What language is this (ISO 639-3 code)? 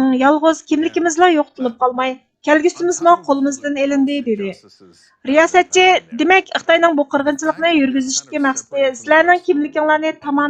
uig